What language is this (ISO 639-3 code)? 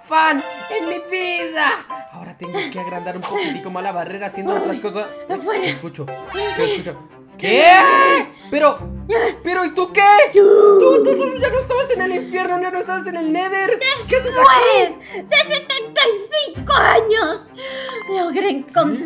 spa